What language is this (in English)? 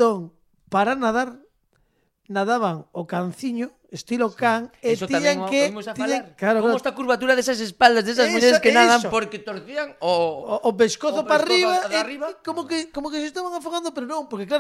Galician